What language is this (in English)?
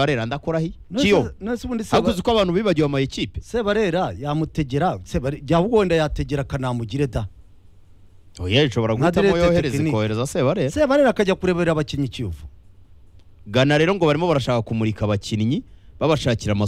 Kinyarwanda